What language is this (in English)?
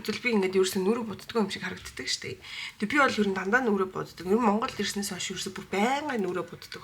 Mongolian